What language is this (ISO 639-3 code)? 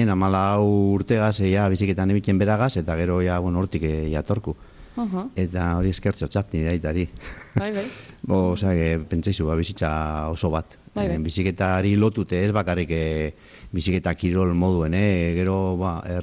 eus